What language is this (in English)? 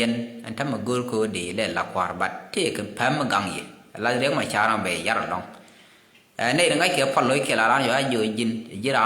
Nuer